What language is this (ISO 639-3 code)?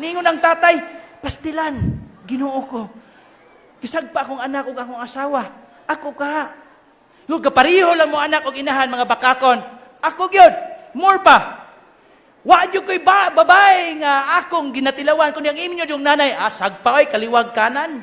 ceb